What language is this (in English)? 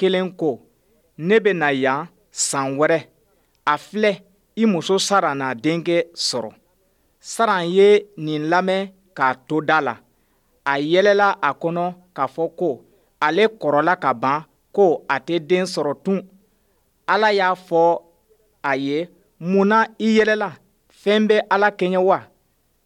Bambara